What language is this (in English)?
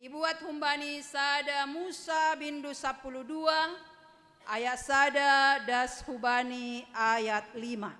Batak Simalungun